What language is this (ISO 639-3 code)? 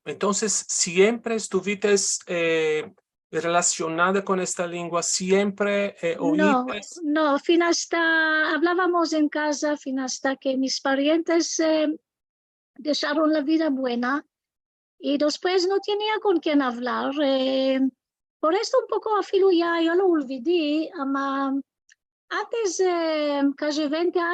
lad